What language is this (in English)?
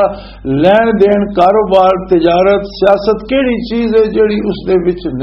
Western Panjabi